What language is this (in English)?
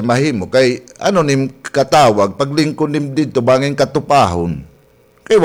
Waray